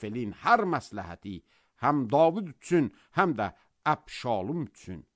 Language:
Azerbaijani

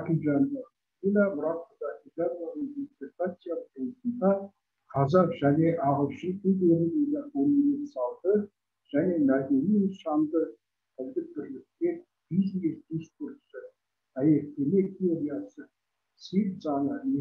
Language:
Kazakh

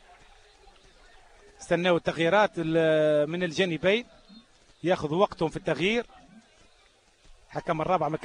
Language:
Arabic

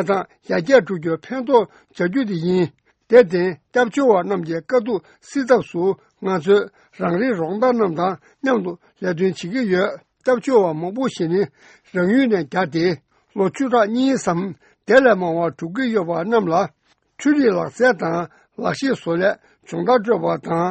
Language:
Tibetan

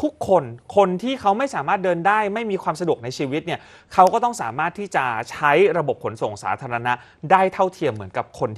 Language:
Thai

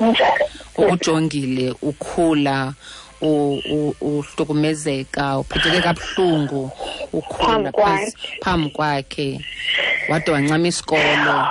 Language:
Xhosa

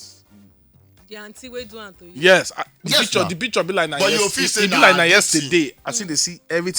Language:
Nigerian Pidgin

